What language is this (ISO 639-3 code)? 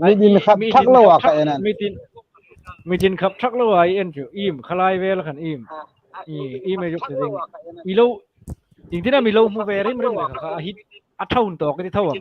hmr